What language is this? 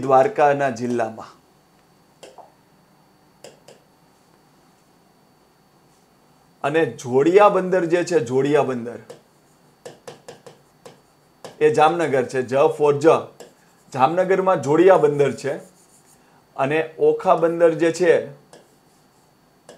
Gujarati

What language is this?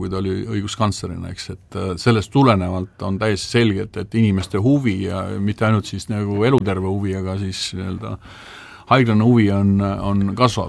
Estonian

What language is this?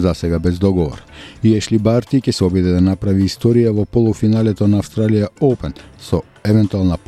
Macedonian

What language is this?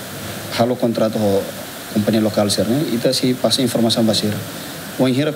Tetum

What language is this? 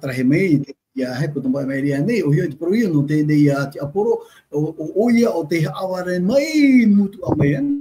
Tahitian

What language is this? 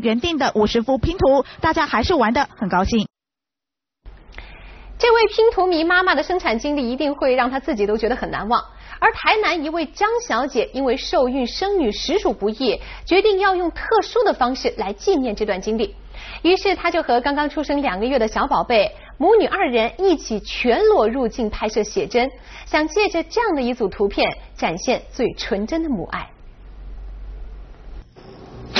Chinese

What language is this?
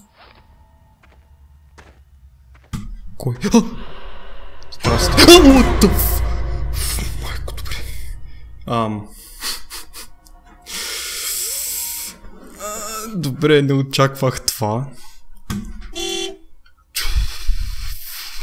Bulgarian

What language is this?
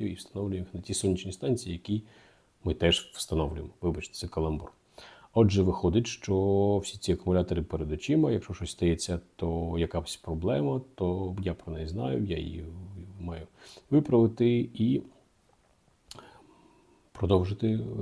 Ukrainian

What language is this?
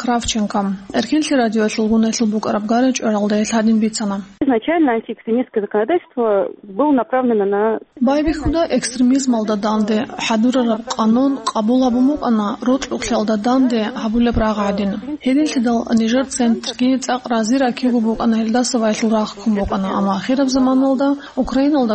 Avaric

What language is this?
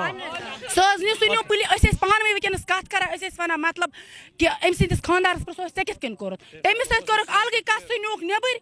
Kashmiri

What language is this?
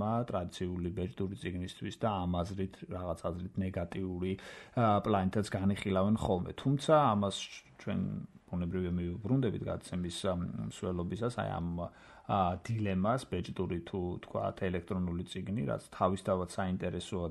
Georgian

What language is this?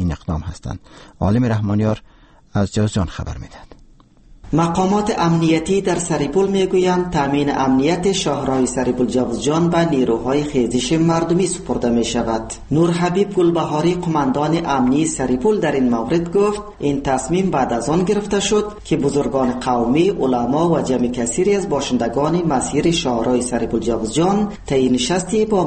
Persian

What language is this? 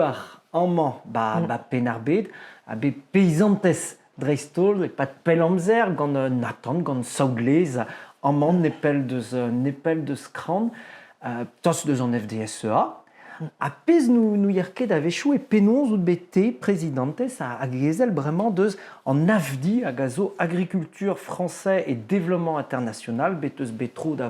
Breton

